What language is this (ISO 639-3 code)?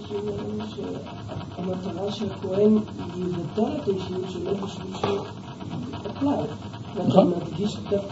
heb